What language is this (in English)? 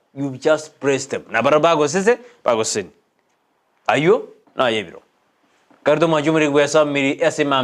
Gusii